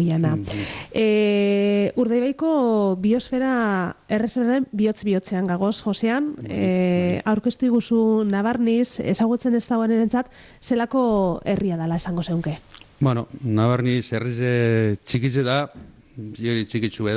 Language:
Basque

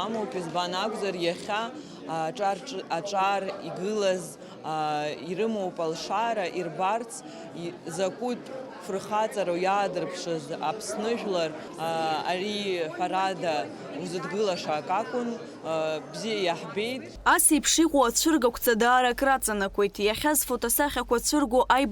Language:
Abkhazian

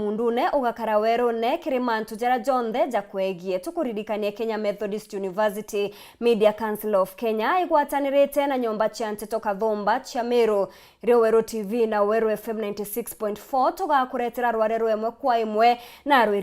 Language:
Meru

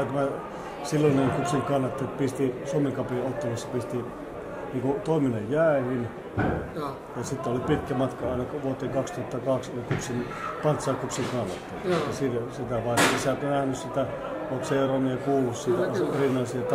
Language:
Finnish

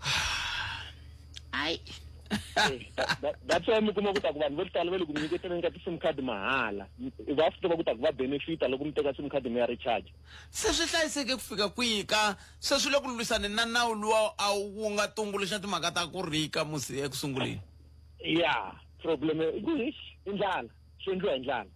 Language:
Tsonga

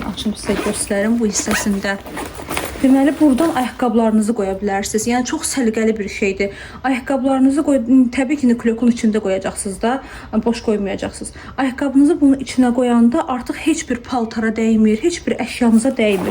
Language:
Azerbaijani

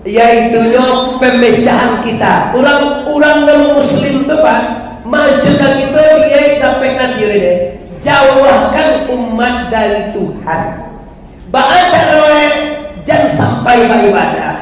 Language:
Minangkabau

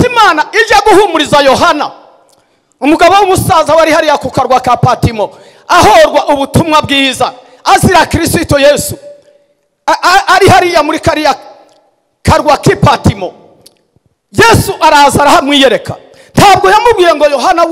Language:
Kinyarwanda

